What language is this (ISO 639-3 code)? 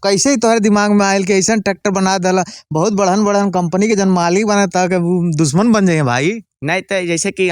bho